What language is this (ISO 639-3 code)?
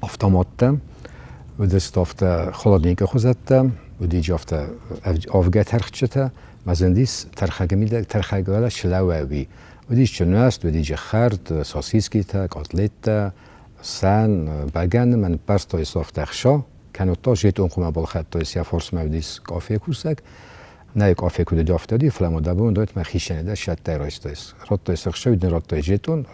oss